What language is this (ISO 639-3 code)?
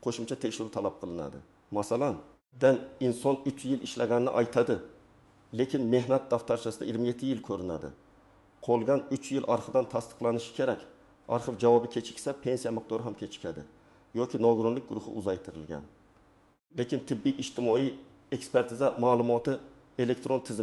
uzb